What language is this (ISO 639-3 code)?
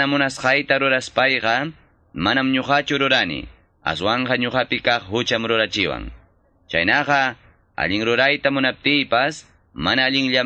que